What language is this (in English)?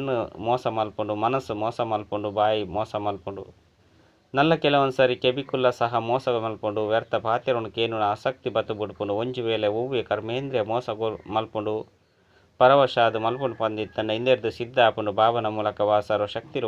Tulu